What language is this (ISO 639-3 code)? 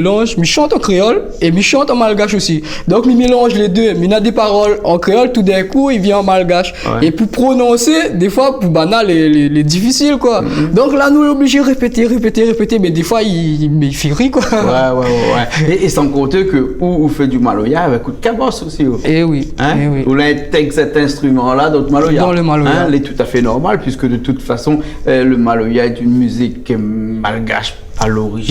rcf